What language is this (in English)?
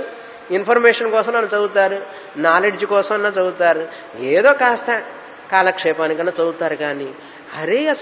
Telugu